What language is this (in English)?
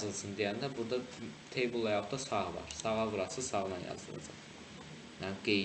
Azerbaijani